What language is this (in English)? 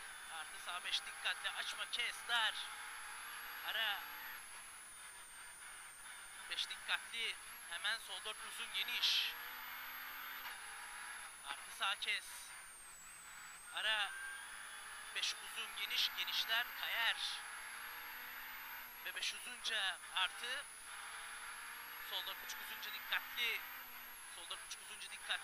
Turkish